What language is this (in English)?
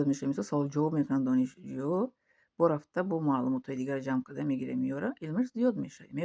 Tajik